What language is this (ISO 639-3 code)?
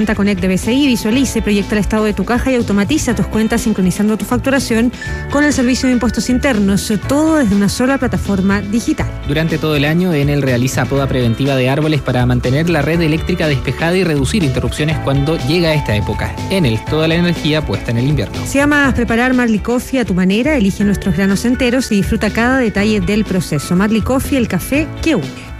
spa